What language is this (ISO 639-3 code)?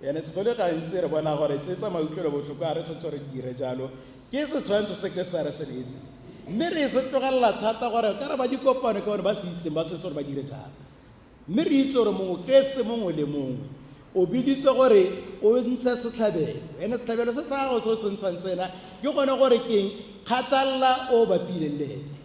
tsn